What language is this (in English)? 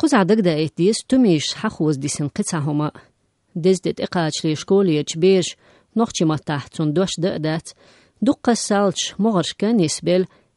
Chechen